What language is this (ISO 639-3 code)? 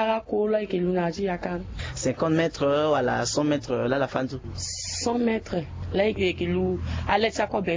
sag